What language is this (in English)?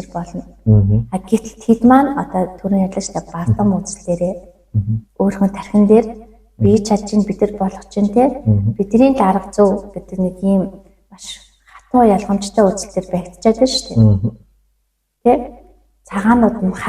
Mongolian